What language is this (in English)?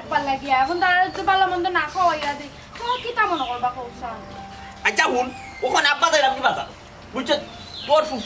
Sylheti